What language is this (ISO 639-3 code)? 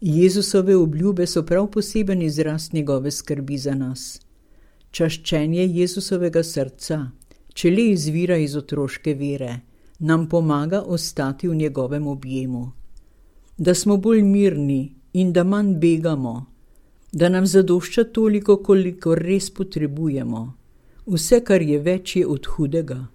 slv